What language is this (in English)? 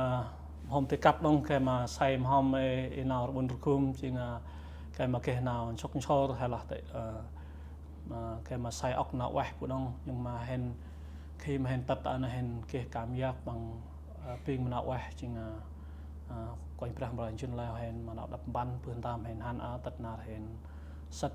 Central Mnong